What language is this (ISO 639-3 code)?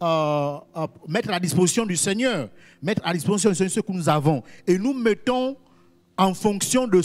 fra